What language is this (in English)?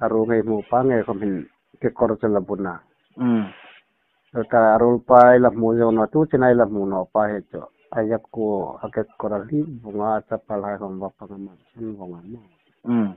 Hmar